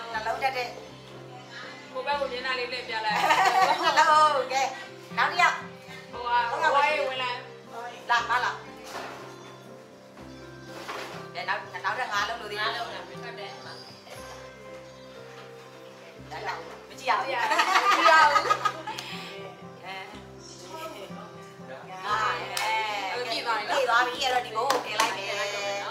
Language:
Burmese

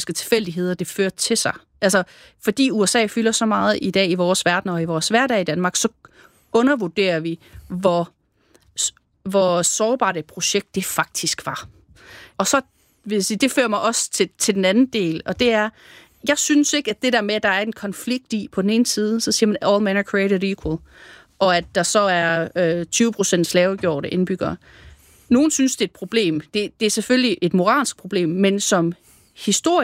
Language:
Danish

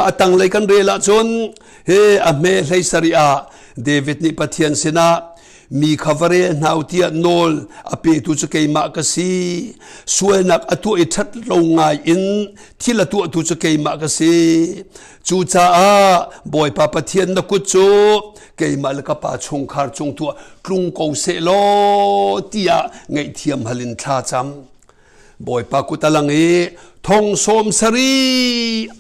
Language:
Hakha Chin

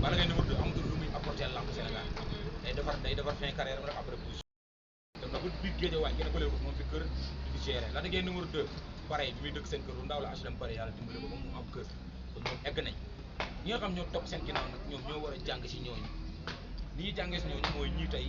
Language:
Wolof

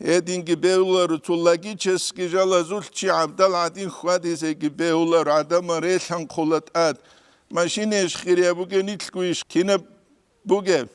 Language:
Avaric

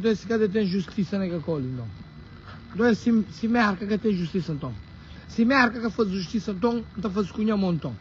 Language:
Kabuverdianu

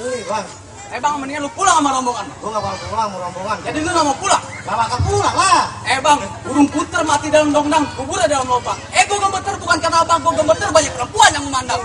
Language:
Betawi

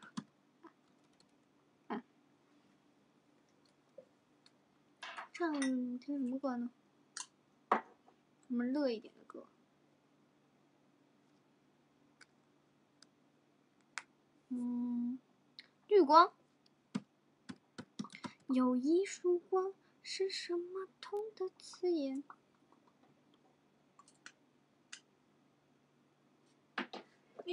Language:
Chinese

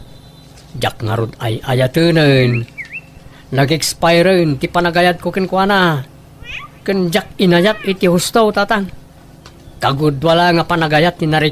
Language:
Iloko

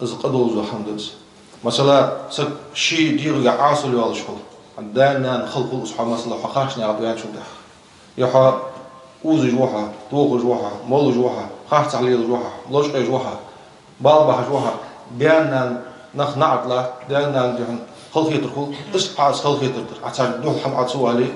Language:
Ingush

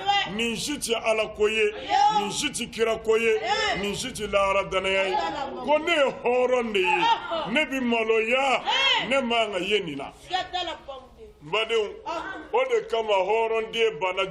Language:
Bambara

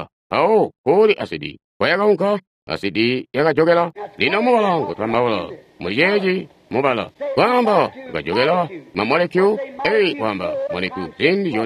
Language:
Tonga (Zambia)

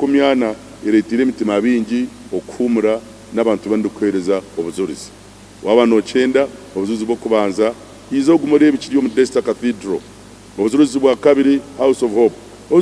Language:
Nyankole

